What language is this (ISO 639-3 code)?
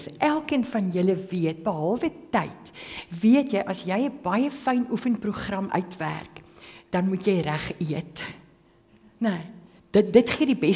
afr